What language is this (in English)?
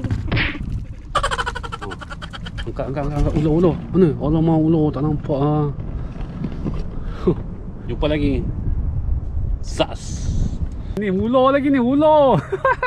Malay